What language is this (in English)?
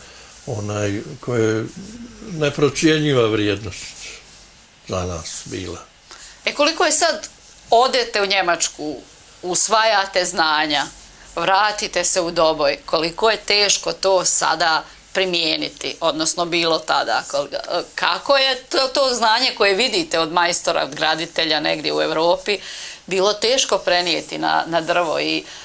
Bosnian